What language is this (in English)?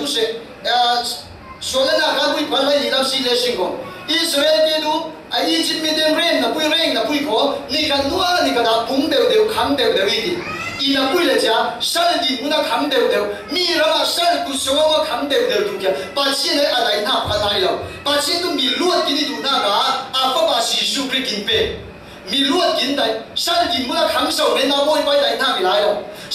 Falam Chin